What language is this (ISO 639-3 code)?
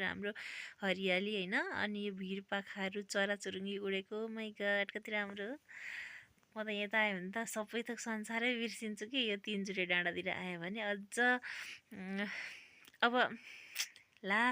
nep